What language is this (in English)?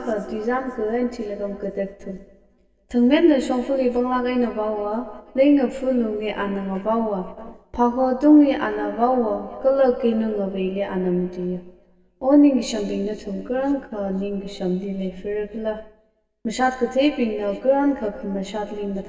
Tangkhul Naga (India)